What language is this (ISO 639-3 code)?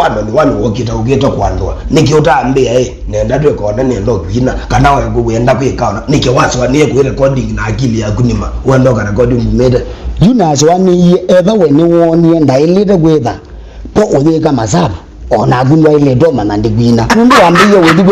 kam